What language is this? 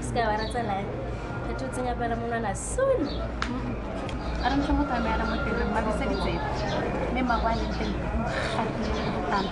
Tswana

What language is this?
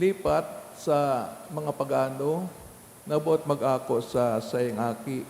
Bikol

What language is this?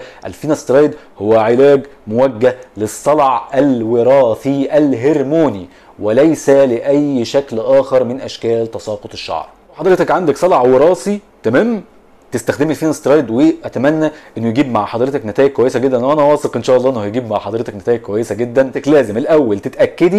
Egyptian Arabic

